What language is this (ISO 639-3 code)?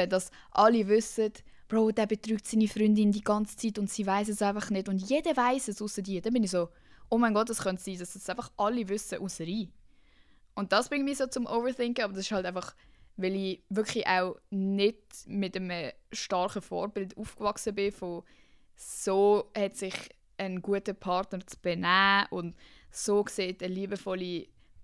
gsw